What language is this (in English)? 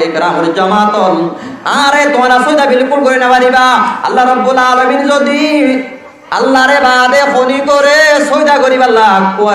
Rohingya